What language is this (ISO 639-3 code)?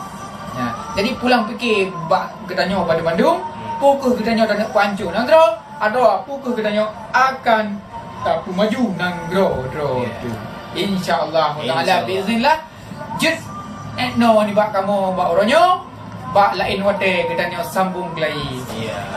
ace